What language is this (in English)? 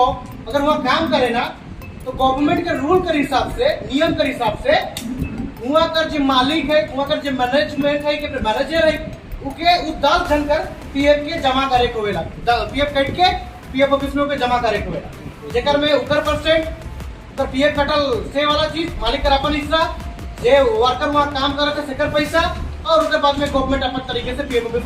Sadri